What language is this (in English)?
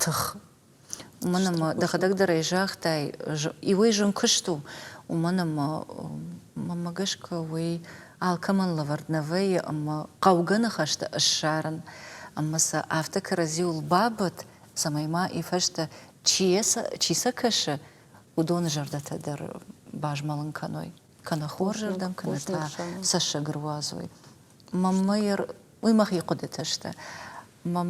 Ossetic